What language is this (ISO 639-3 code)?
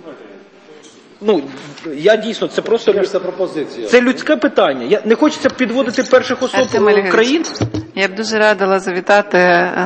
ukr